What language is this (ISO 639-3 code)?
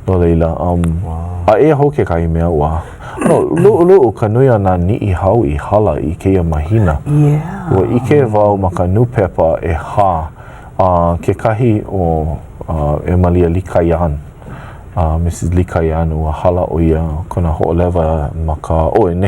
haw